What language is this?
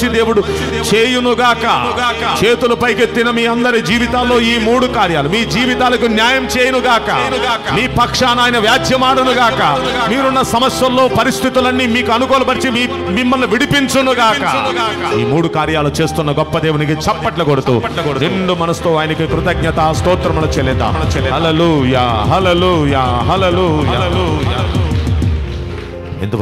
Telugu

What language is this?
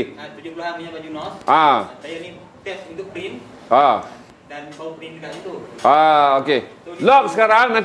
Malay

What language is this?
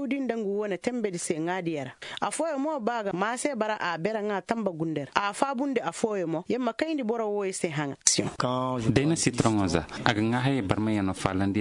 Koyraboro Senni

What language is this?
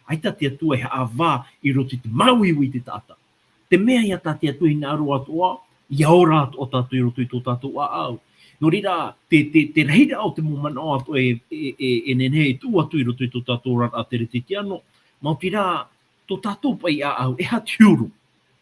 Tahitian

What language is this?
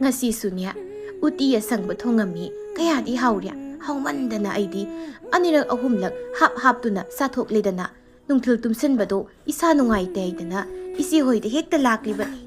Manipuri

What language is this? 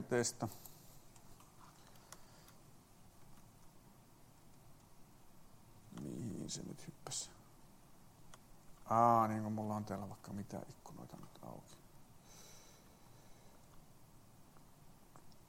Finnish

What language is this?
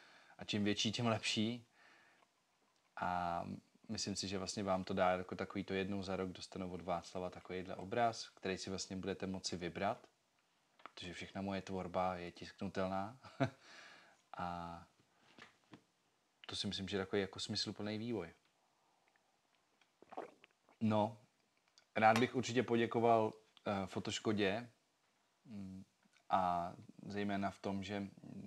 Czech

